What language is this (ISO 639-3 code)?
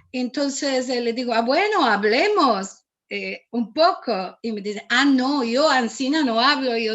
lad